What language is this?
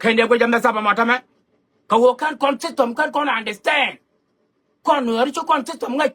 Nuer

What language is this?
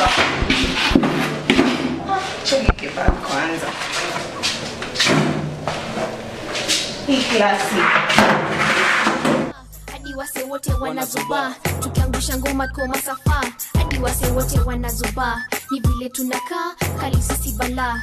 Swahili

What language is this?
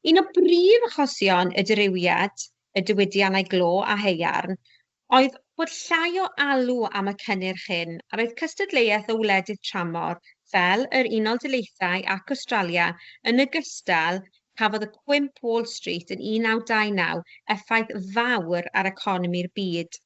Welsh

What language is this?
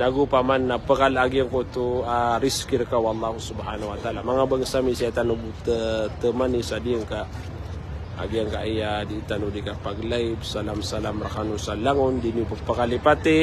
Maranao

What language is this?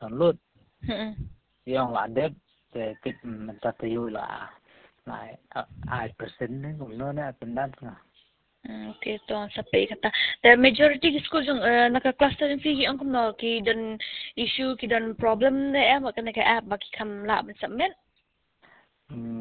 Khasi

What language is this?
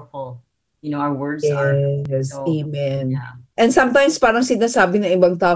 Filipino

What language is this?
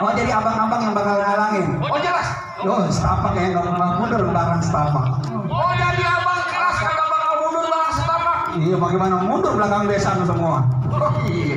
Betawi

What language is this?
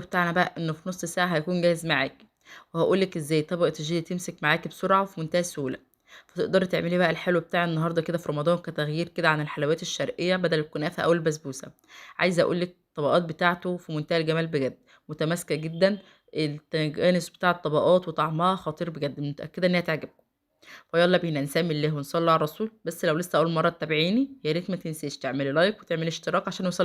Egyptian Arabic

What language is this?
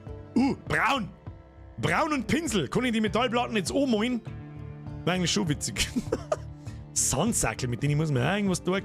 Bavarian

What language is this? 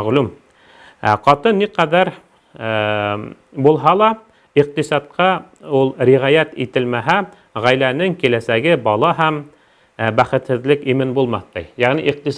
Bashkir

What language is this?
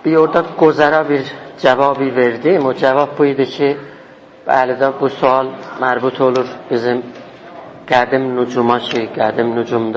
South Azerbaijani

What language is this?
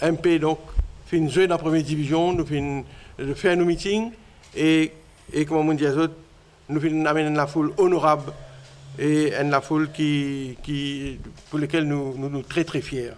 Morisyen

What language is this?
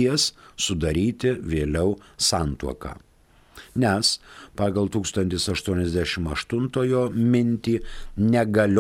Lithuanian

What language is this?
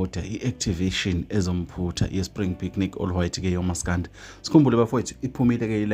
Zulu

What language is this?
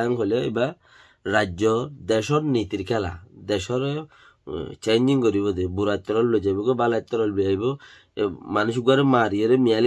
Rohingya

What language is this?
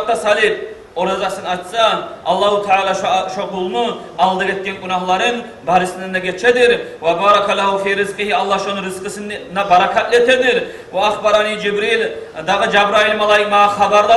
Kumyk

